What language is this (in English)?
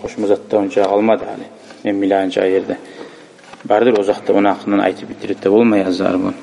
Kumyk